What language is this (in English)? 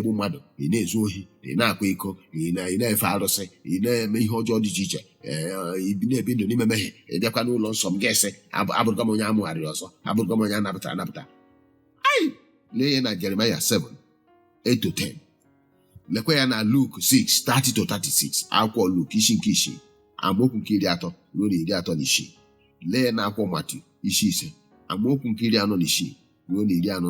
Igbo